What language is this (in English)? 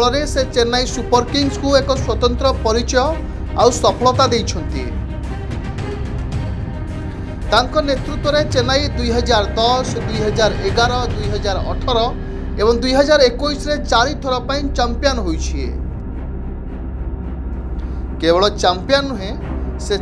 Odia